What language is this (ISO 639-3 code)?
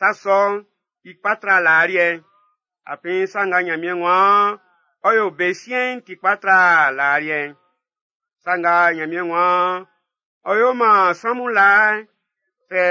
bci